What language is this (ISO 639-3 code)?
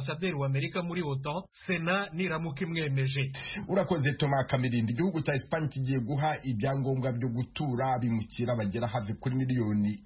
kin